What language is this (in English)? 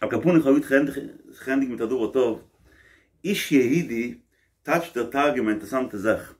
Yiddish